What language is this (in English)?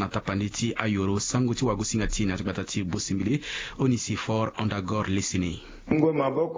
Sango